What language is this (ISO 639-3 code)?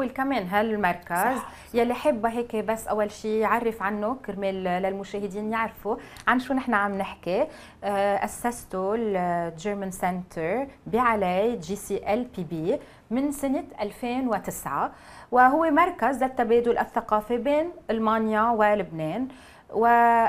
apc